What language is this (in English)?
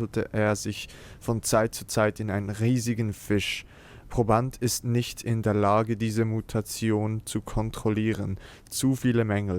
Swiss German